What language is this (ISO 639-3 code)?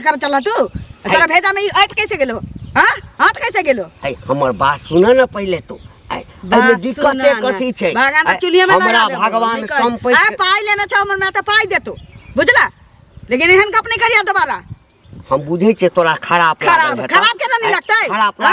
mai